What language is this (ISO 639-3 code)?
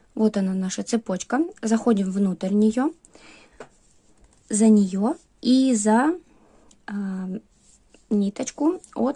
rus